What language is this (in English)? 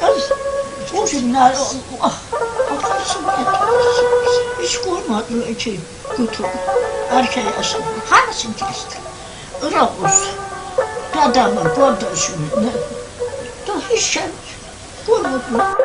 South Azerbaijani